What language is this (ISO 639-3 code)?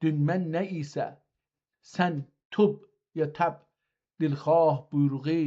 azb